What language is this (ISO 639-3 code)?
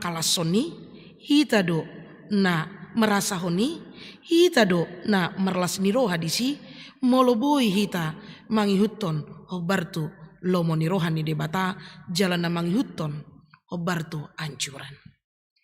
bbc